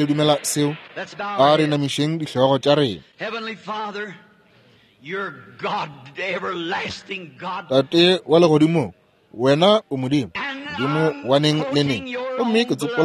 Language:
Northern Sotho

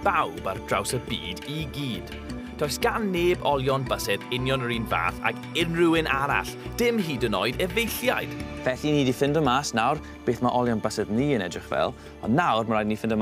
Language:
Welsh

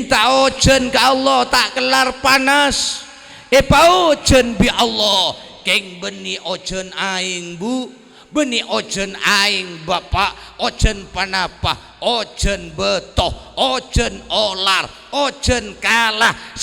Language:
Madurese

